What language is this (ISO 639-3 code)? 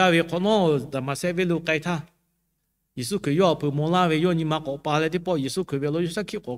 lhu